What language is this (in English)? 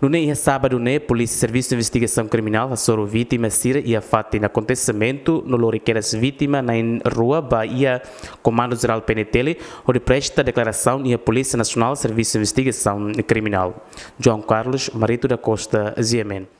Tetum